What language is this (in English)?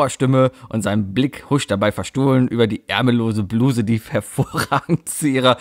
German